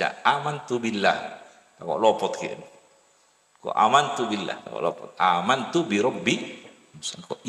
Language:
Madurese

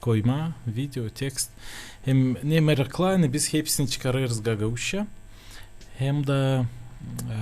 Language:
Gagauz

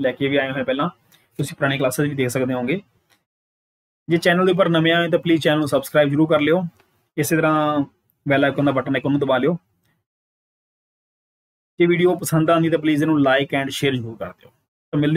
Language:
Punjabi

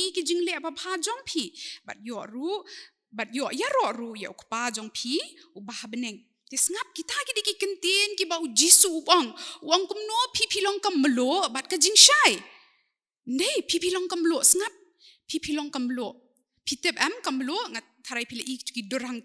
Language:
Khasi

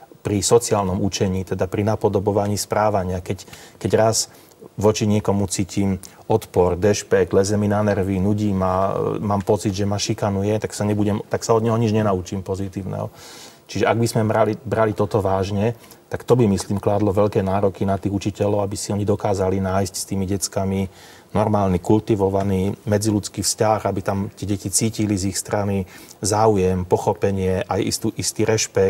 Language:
Slovak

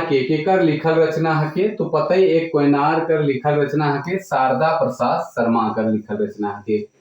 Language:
Sadri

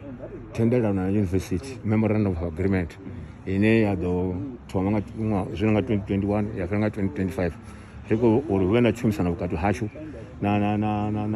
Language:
Venda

